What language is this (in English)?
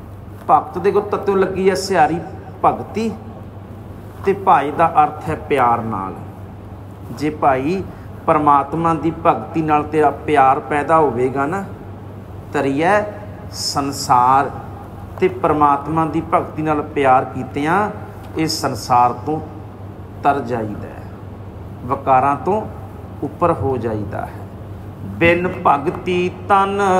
Punjabi